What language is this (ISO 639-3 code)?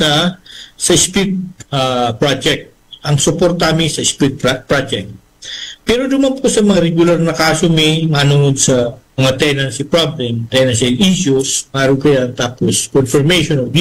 bik